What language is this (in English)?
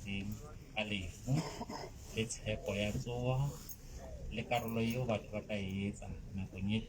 Southern Sotho